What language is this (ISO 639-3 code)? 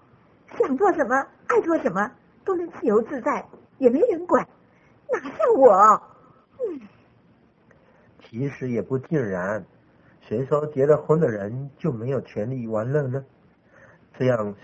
zho